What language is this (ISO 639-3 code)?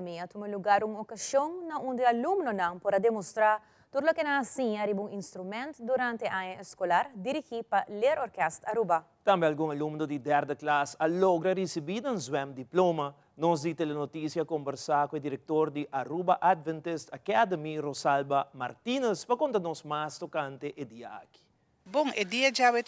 pap